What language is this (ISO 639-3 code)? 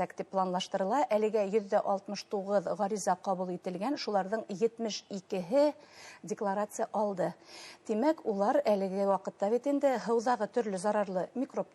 bak